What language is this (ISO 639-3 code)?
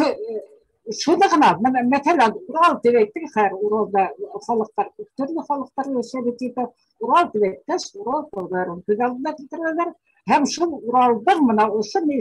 bak